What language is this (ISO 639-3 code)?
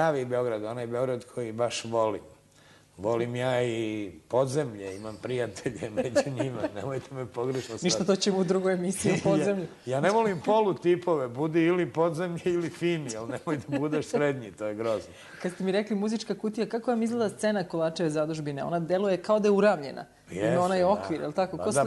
srp